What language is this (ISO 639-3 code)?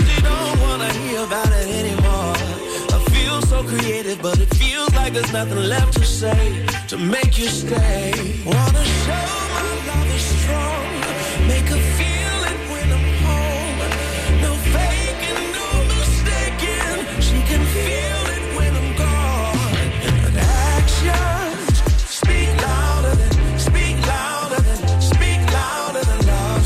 eng